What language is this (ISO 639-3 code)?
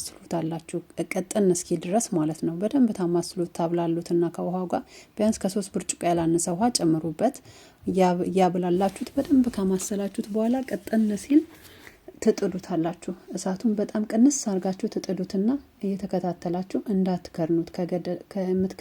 amh